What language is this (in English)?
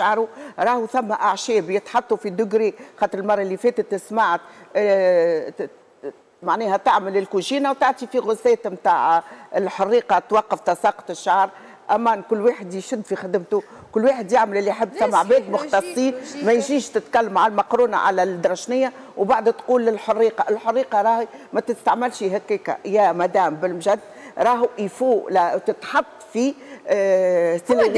Tunisian Arabic